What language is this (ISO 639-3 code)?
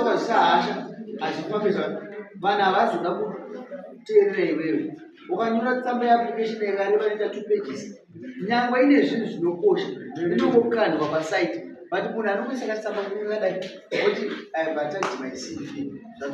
sna